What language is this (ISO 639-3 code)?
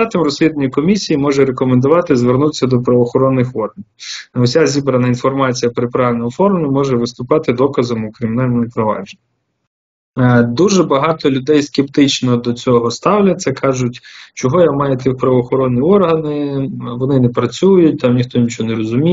ukr